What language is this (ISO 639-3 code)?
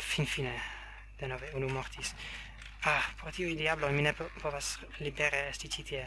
epo